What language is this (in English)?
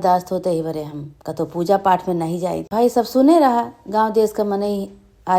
Awadhi